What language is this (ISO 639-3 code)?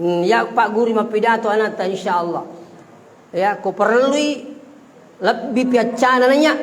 bug